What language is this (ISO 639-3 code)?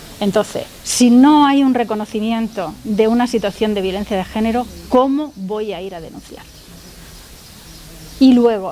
spa